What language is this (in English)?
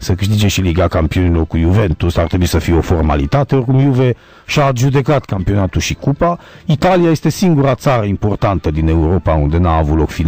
Romanian